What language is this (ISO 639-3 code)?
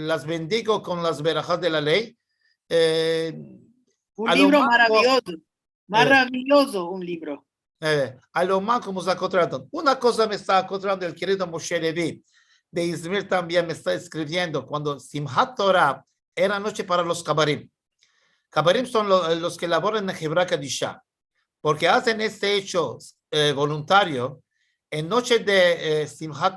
lad